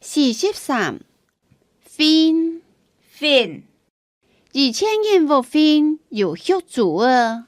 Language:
Hakka Chinese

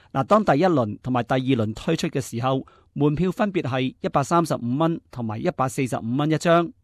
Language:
Cantonese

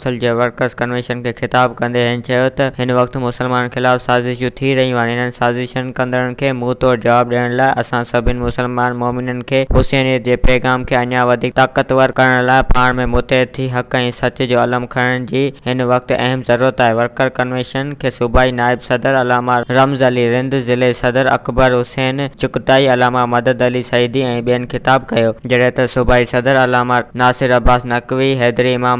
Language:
Sindhi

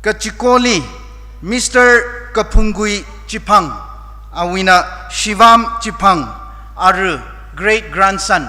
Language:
Tangkhul Naga (India)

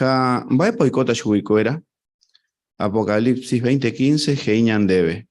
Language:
Guarani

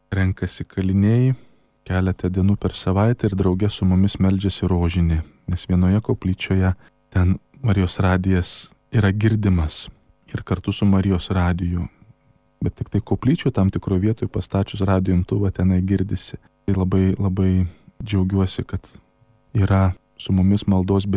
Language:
Lithuanian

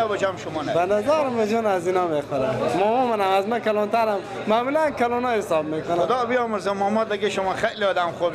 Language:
Persian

